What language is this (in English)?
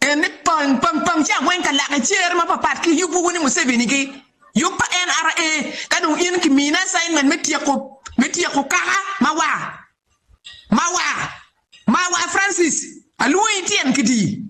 Acoli